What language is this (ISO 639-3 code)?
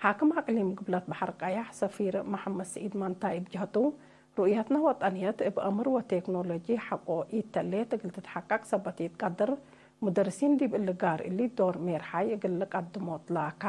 tig